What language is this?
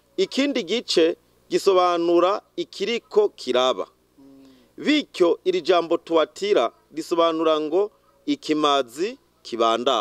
Rundi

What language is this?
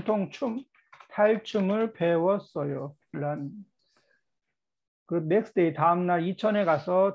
Korean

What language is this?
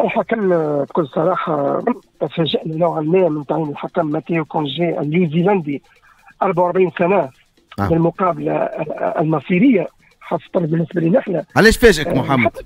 Tunisian Arabic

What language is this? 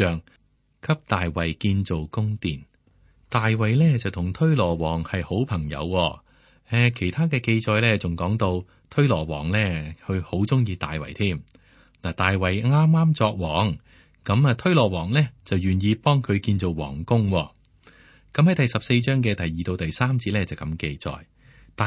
Cantonese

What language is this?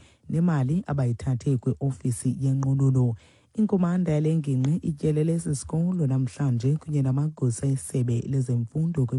Xhosa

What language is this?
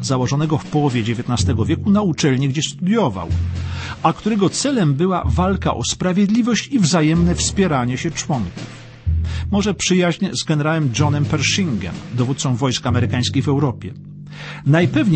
Polish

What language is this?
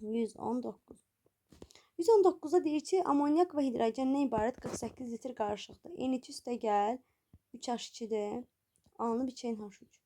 Azerbaijani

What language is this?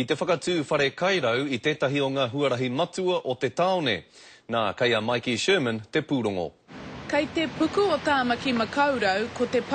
Māori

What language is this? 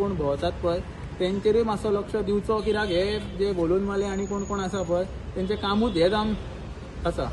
Konkani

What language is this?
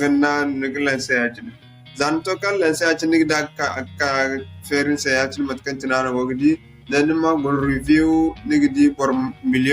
Zarma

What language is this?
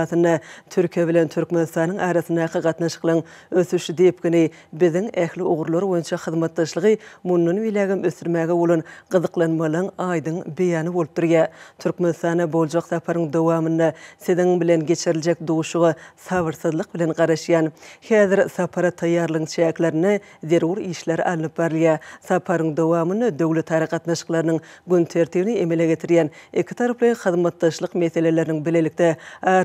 Turkmen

